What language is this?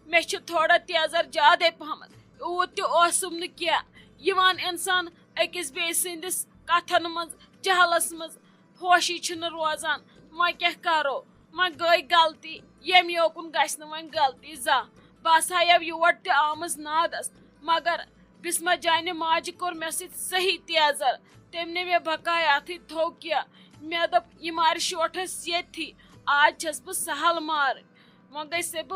Kashmiri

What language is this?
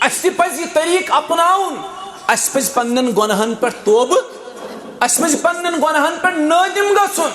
Kashmiri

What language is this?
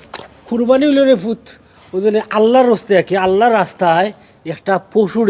Sylheti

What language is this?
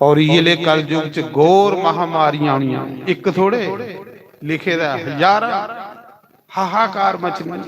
Dogri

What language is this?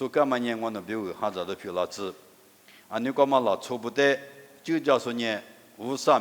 Lisu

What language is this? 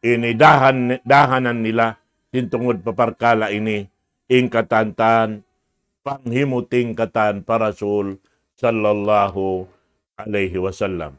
Tausug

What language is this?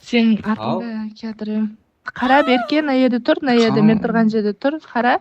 Kara-Kalpak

